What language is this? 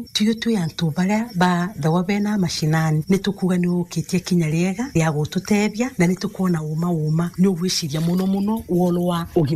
Meru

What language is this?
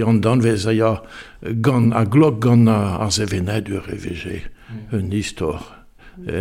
Breton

